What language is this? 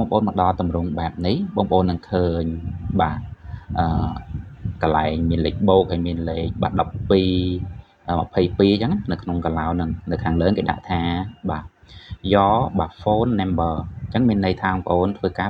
Khmer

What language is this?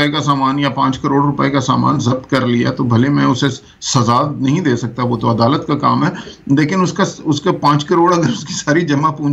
Urdu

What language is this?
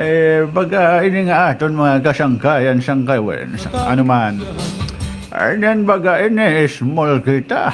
Waray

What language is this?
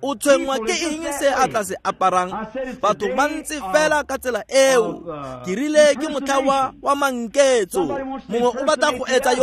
Tswana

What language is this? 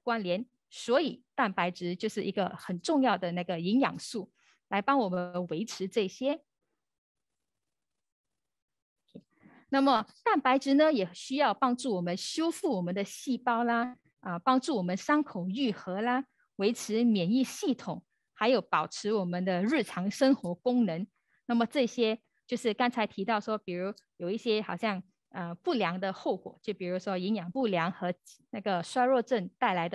Chinese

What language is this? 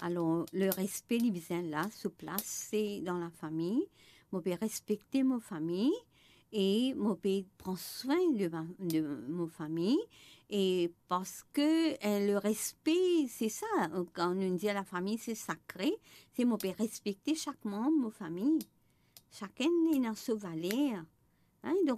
Morisyen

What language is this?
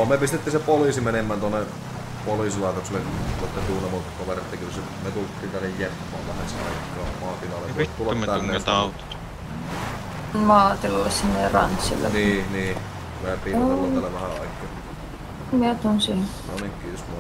Finnish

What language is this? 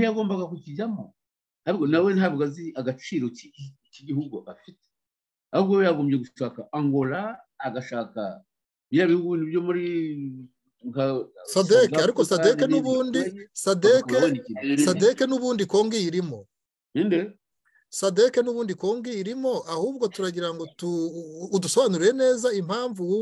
Kinyarwanda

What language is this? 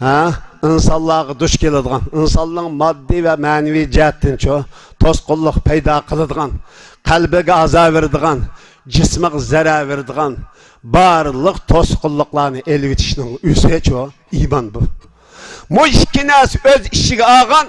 Uyghur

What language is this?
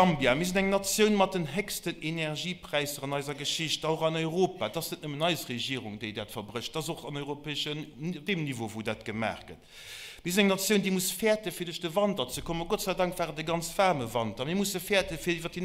Luxembourgish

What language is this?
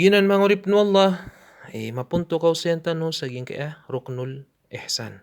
Maranao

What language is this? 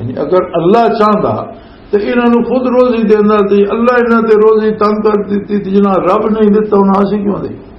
Western Panjabi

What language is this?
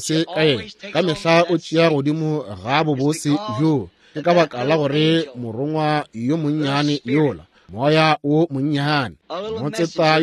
Northern Sotho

